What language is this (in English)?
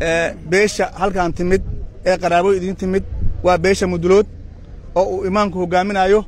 Somali